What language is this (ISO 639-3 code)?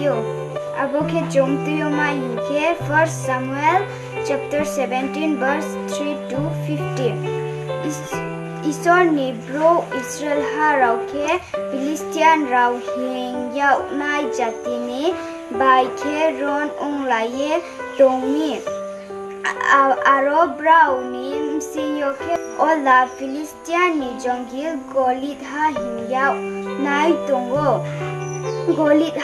ria